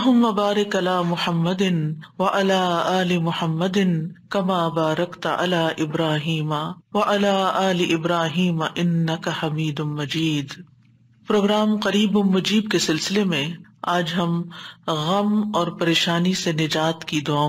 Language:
Urdu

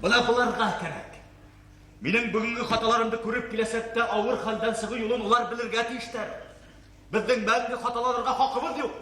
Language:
Bashkir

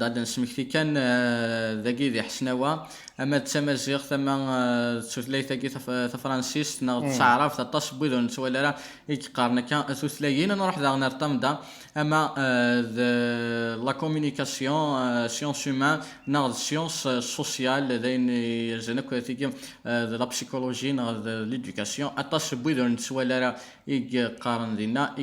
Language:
Kabyle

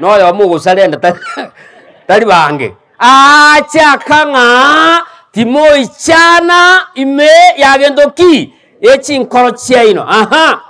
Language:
Gusii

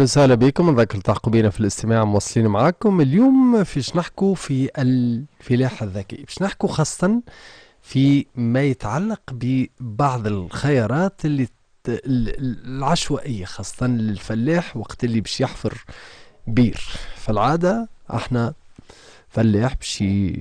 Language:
Tunisian Arabic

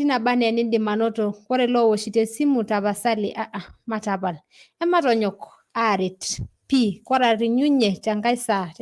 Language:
Masai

